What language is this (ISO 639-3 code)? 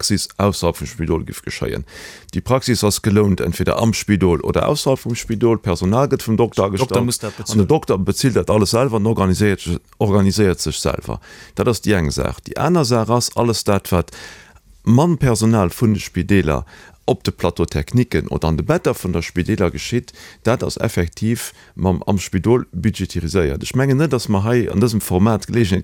ltz